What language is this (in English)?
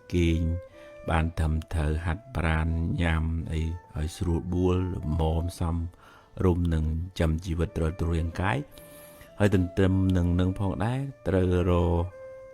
Khmer